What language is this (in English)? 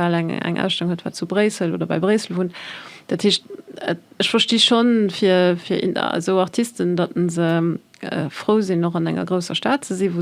Luxembourgish